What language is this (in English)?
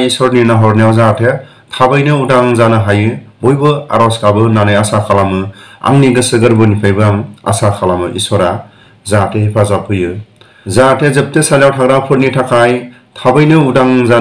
Bodo